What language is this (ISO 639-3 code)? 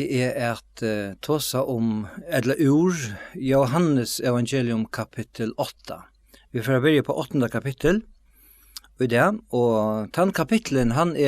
fao